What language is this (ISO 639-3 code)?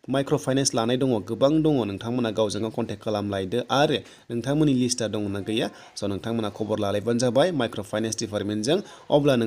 brx